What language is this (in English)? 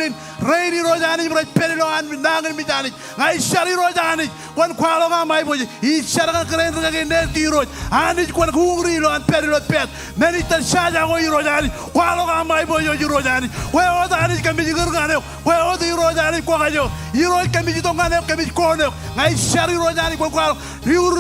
Marshallese